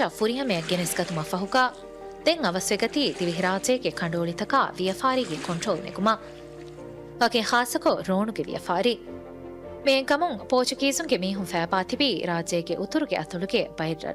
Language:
Divehi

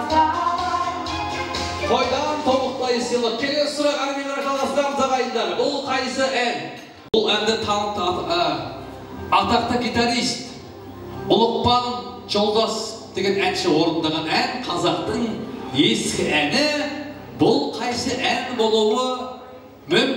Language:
Kara-Kalpak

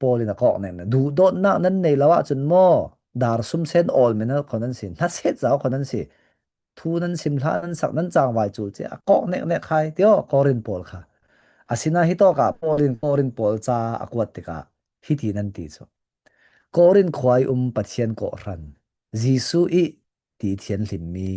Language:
Falam Chin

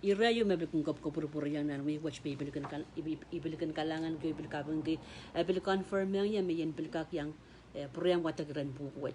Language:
Pohnpeian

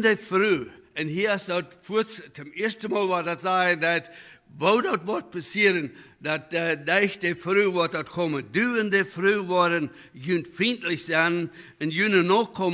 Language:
Plautdietsch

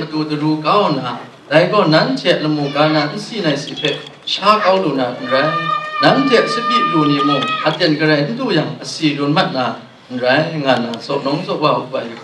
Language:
Kachin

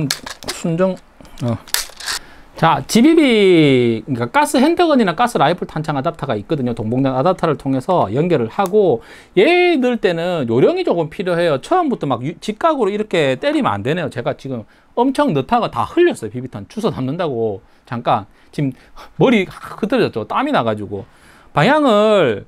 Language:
Korean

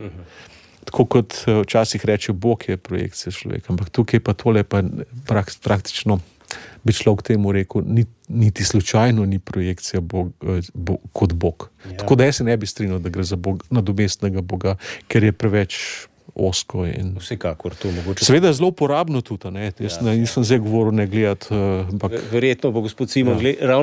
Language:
Slovenian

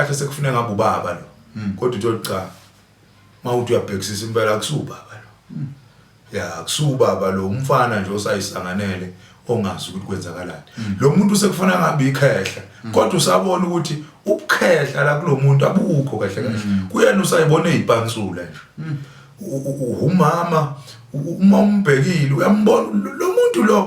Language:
Zulu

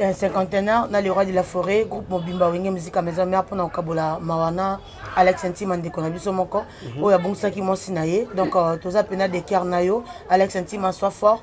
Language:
Lingala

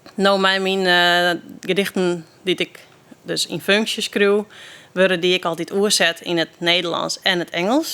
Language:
Western Frisian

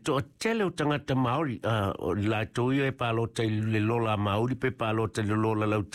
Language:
Samoan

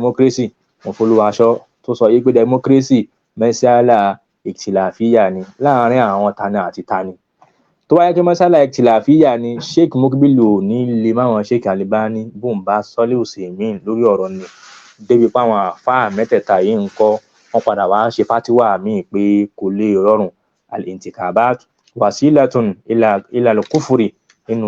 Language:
Yoruba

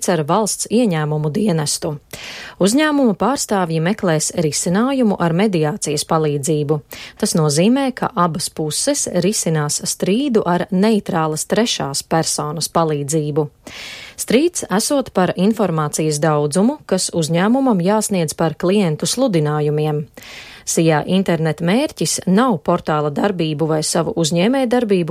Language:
Latvian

